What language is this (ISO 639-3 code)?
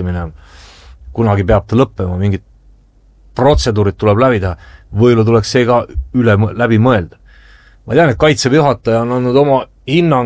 est